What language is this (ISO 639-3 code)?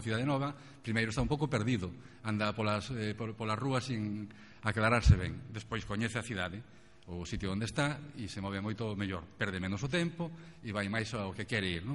glg